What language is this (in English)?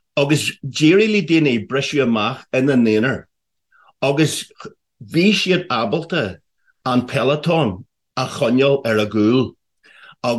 Irish